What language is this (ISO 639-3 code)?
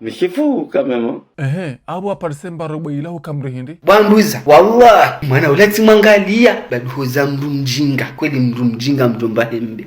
zdj